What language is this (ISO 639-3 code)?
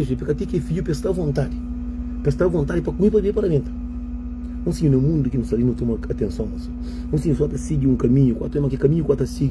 kea